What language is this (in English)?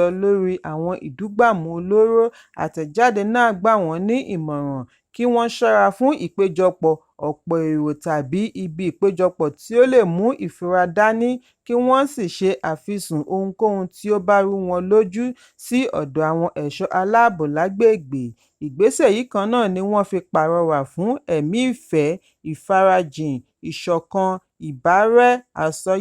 Yoruba